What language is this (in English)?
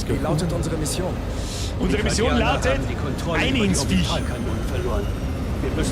Bavarian